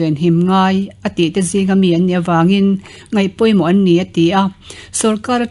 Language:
Mizo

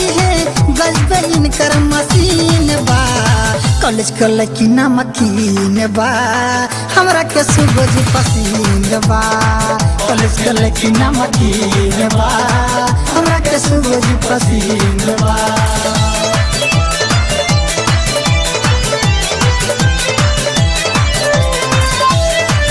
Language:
Bhojpuri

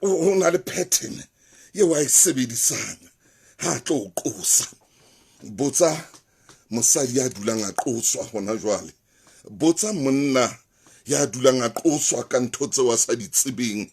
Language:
Southern Sotho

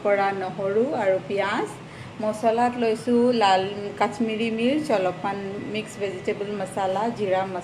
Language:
Assamese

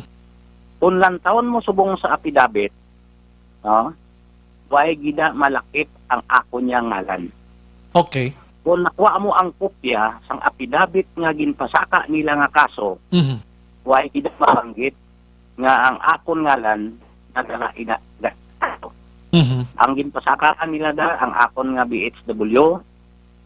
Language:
Hiligaynon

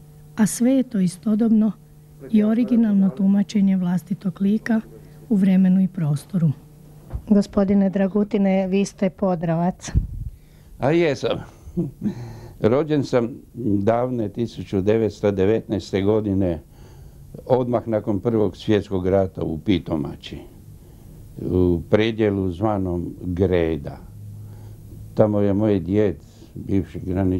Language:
Croatian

